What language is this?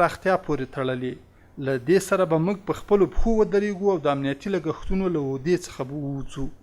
Pashto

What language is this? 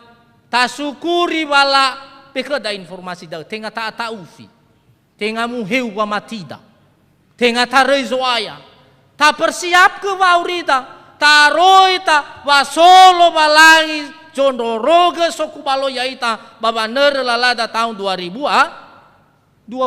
Nias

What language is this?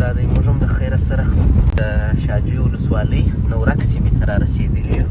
Pashto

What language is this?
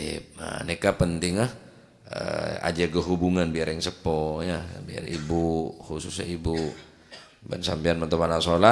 Madurese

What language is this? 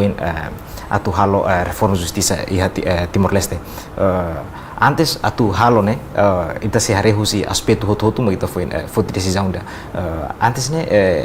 Tetum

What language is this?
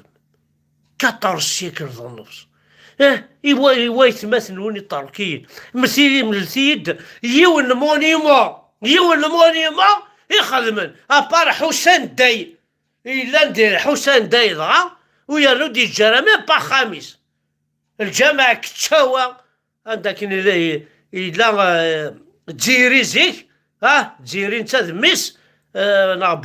Kabyle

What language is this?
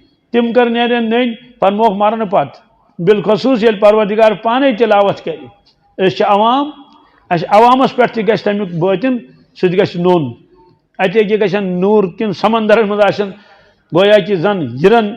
Kashmiri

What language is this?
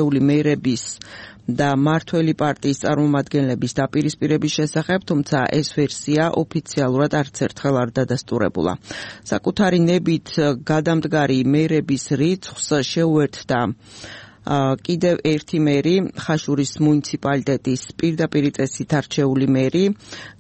Georgian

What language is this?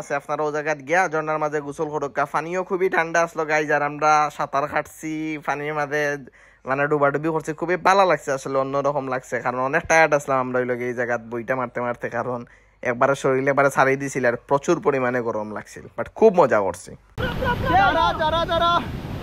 Sylheti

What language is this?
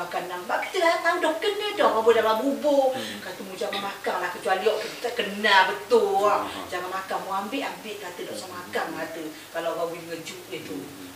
Malay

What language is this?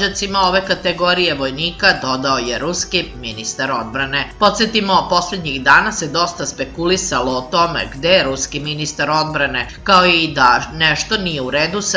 Serbian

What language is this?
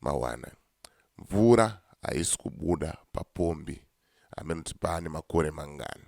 Shona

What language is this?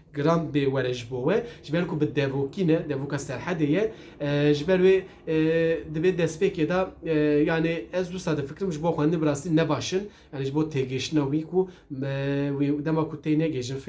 Kurdish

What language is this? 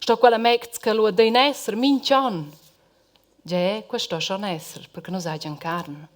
Romansh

